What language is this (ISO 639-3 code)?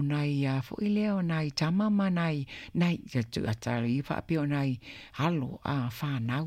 smo